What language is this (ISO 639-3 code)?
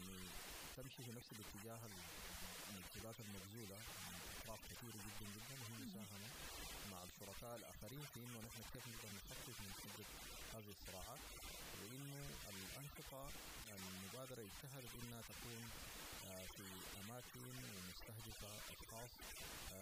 apd